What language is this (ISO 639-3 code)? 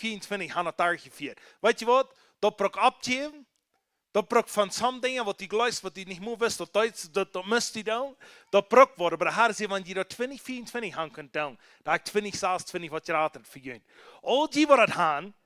pdt